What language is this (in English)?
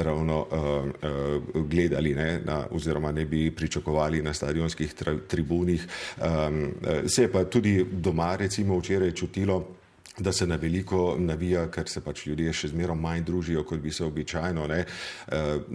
Slovenian